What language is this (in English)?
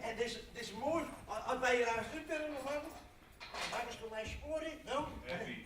Western Frisian